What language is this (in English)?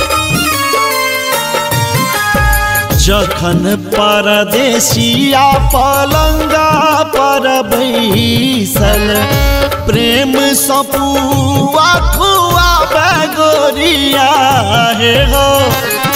Maithili